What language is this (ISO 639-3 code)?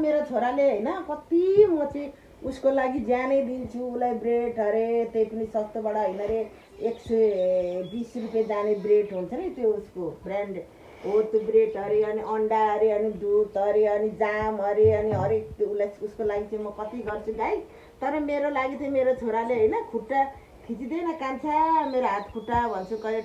nep